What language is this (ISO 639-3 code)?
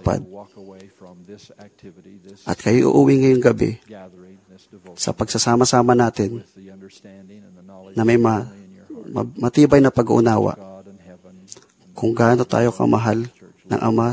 fil